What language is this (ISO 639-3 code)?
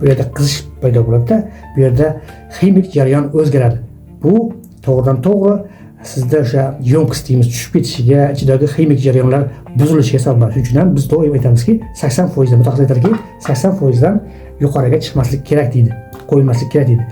uzb